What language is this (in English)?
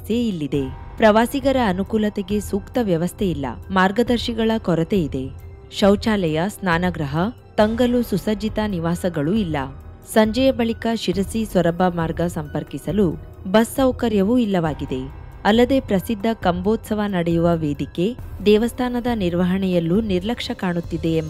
Kannada